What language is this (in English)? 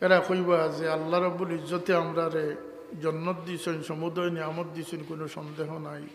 Sylheti